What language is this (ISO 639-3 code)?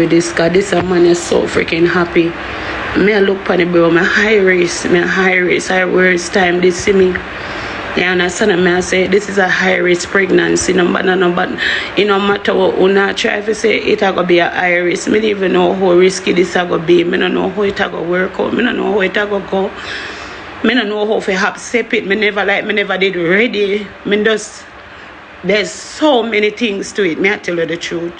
jam